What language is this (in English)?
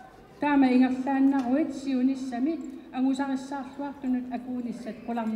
Kalaallisut